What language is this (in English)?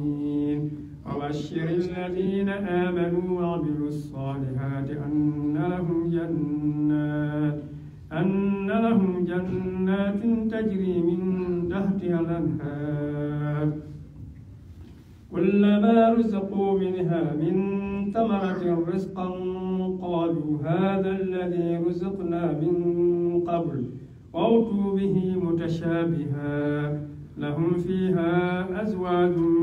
Arabic